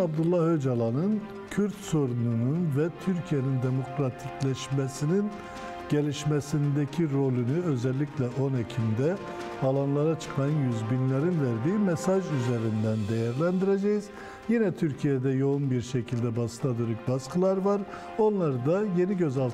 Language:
Turkish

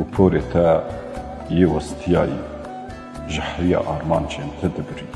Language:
Kurdish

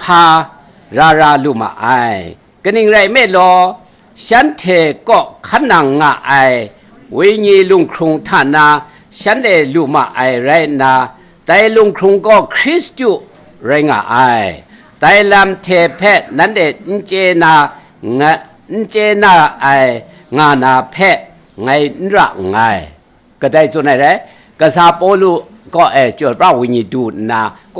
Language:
Kachin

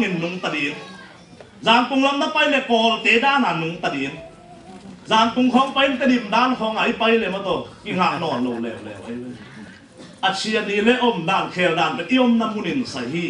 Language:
Tedim Chin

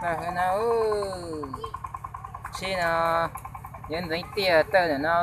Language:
Hmong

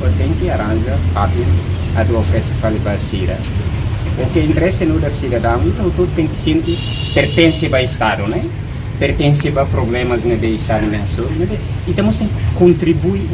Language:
Tetum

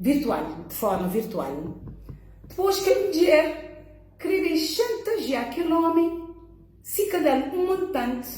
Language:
Kabuverdianu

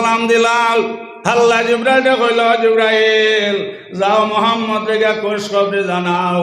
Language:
Sylheti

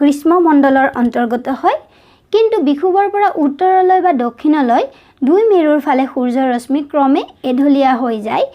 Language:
Assamese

